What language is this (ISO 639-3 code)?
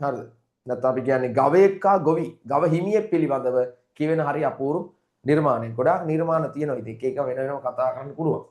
sin